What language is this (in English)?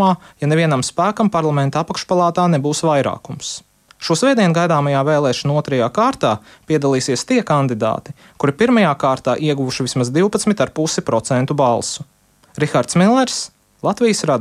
Latvian